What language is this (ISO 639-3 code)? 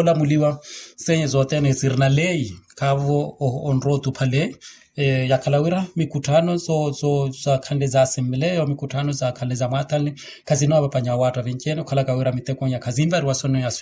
vmw